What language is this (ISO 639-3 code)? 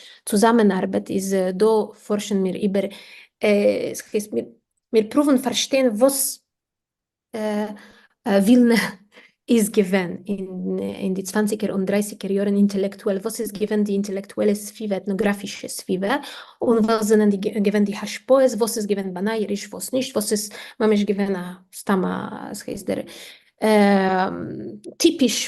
yid